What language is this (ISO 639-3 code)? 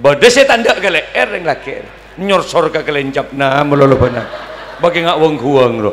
mad